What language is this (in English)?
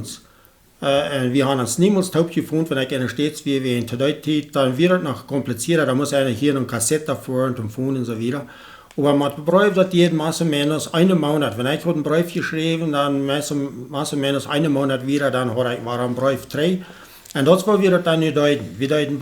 Plautdietsch